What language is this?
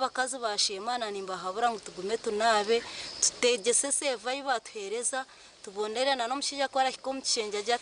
Nyankole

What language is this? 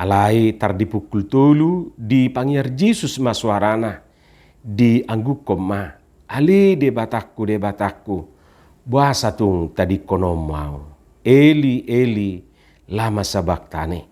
Batak Toba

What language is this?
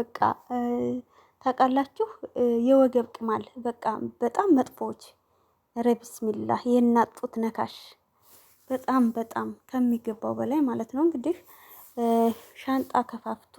Amharic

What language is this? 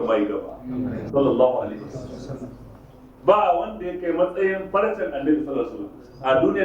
Hausa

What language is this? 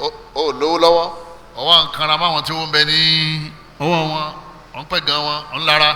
Yoruba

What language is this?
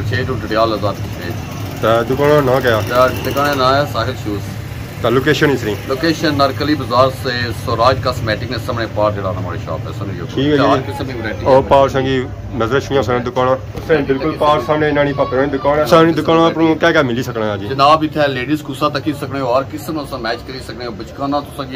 Pahari-Potwari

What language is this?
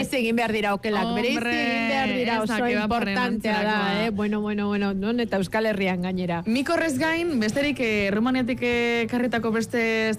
Basque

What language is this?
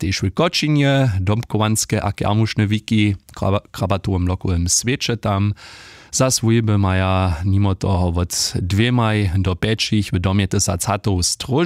Upper Sorbian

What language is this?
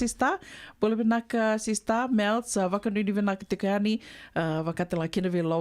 Fijian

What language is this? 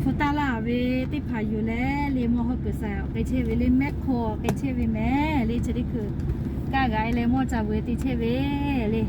Lahu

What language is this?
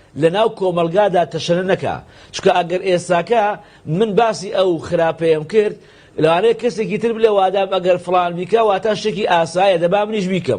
Central Kurdish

